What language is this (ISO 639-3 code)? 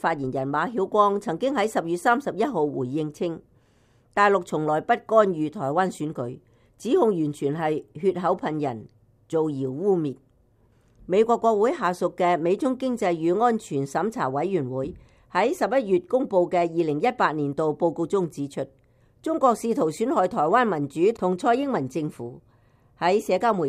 yue